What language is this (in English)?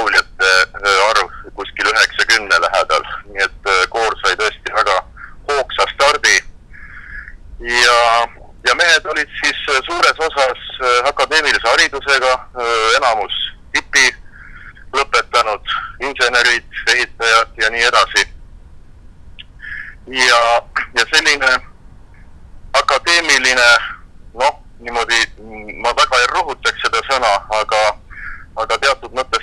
Estonian